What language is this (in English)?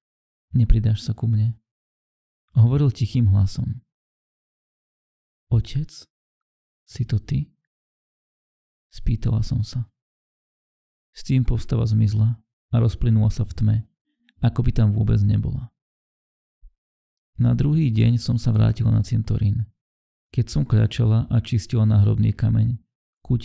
Slovak